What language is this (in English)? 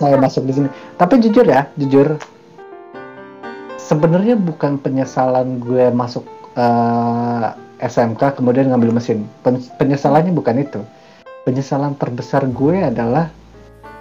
Indonesian